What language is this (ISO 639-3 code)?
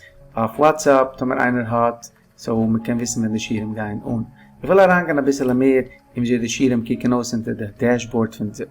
yid